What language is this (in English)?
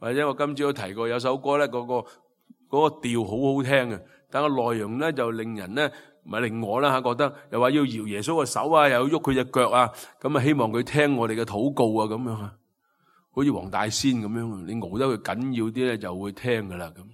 Cantonese